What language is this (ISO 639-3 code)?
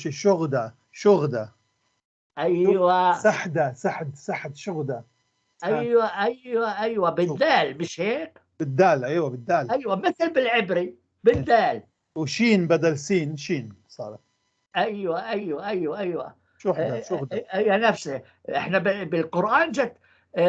apc